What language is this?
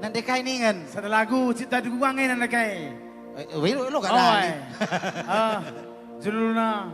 Batak Karo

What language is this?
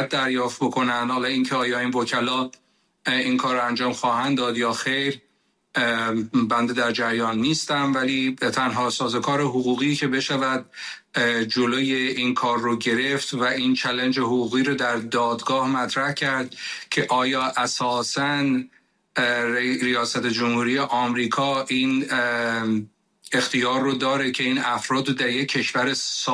Persian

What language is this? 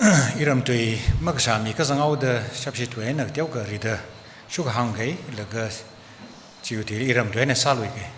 Tangkhul Naga (India)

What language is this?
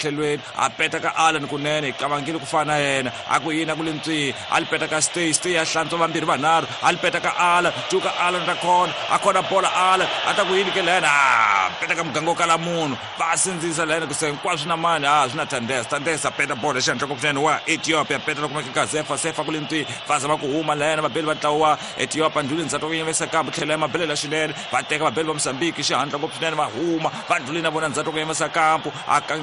Tsonga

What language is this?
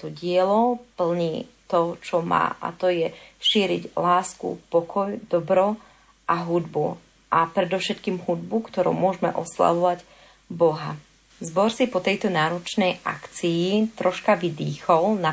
Slovak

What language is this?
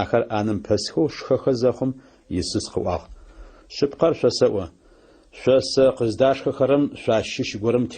Adyghe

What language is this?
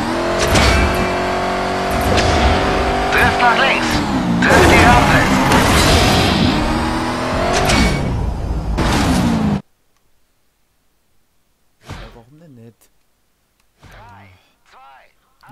German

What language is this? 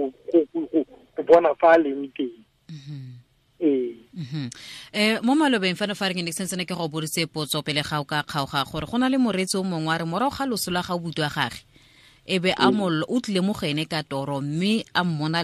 Tswana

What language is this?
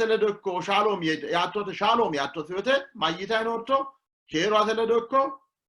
Sidamo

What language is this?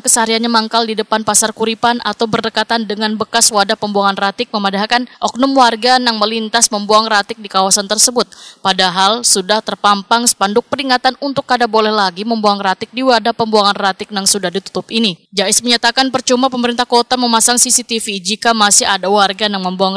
Banjar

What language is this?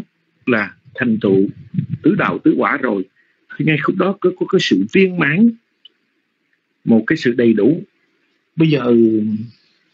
Vietnamese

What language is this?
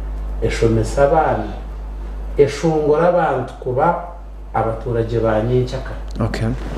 Nyankole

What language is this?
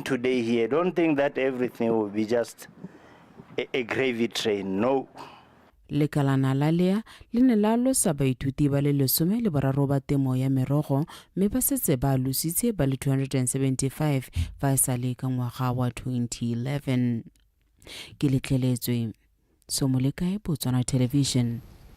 Tswana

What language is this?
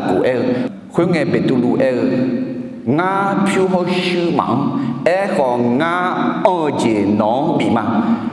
Akha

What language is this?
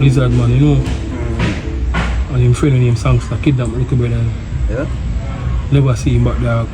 Jamaican Creole English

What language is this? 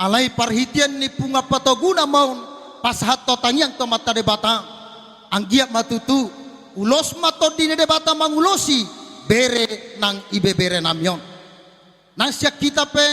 Batak Toba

